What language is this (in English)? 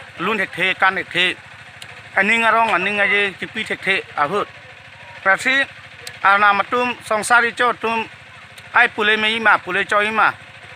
Karbi